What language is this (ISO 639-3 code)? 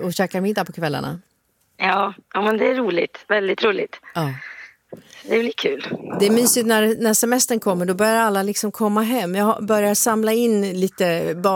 swe